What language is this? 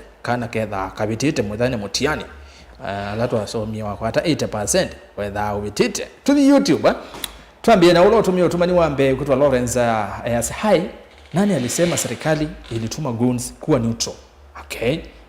Kamba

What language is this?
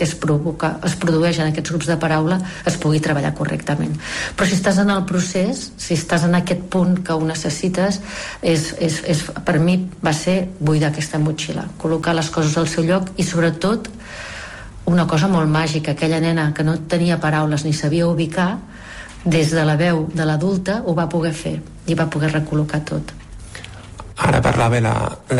Catalan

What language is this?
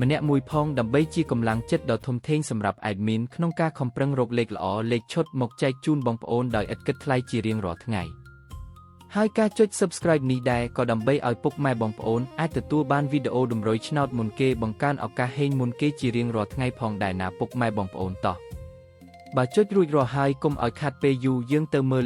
Khmer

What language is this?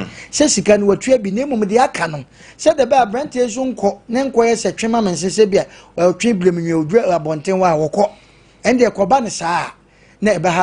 Akan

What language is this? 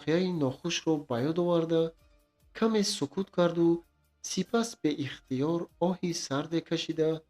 Tajik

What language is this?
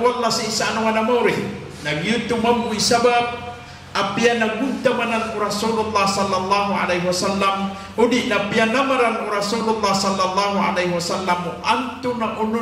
Maranao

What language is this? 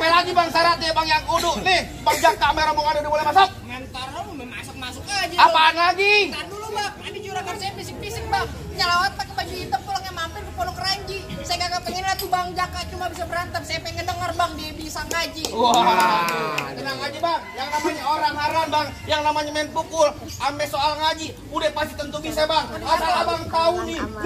Betawi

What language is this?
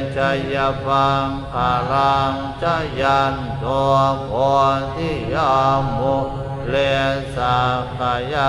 Pali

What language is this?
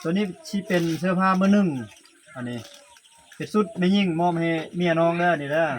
Lao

